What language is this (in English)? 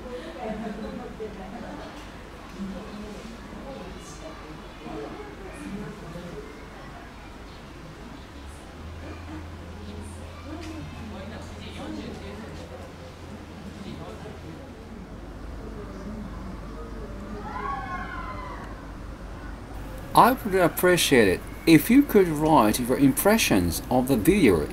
English